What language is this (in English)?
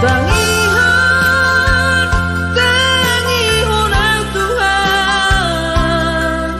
Batak Simalungun